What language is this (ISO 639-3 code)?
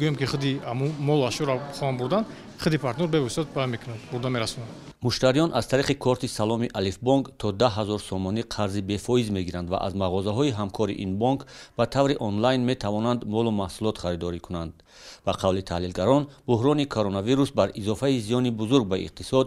tgk